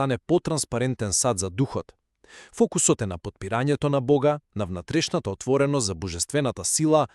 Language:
Macedonian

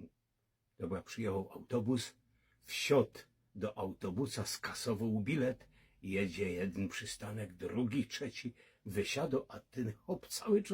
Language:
Silesian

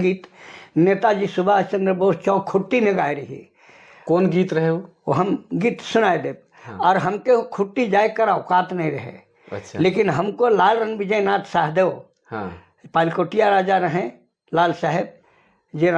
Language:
Sadri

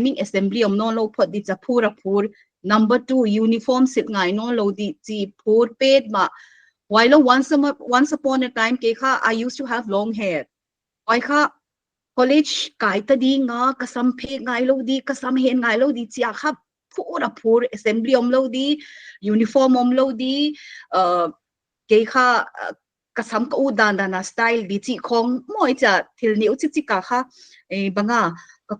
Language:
Paite Chin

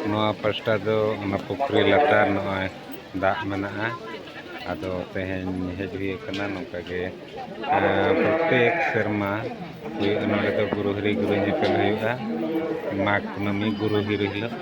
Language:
Santali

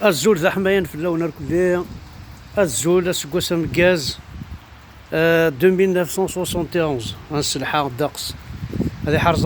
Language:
Kabyle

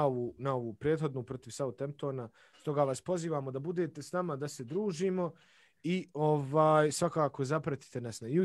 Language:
Bosnian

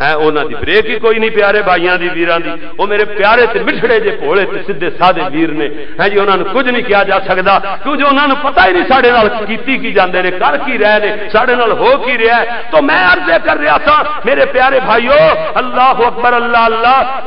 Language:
Western Panjabi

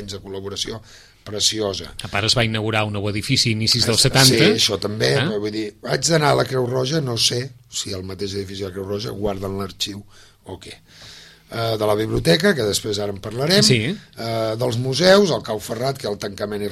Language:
Catalan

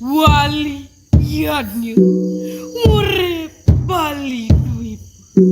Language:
Balinese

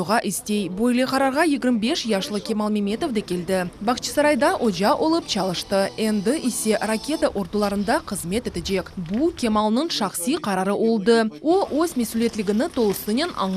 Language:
Crimean Tatar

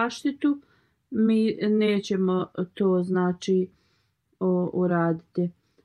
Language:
Bosnian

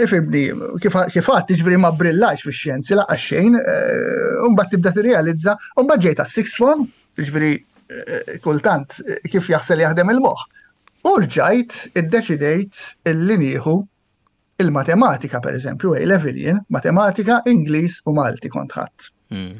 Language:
Maltese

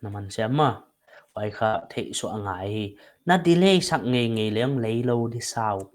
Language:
Paite Chin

